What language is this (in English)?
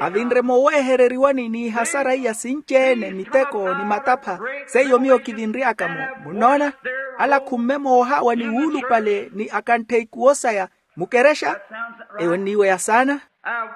Makhuwa